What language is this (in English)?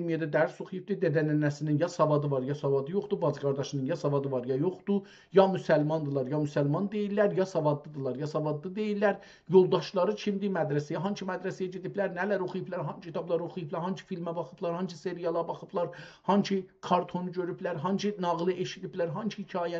South Azerbaijani